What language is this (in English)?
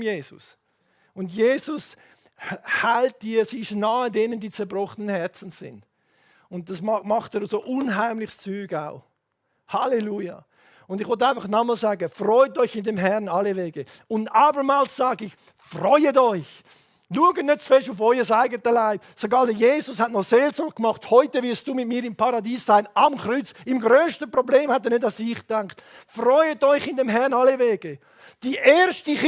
Swiss German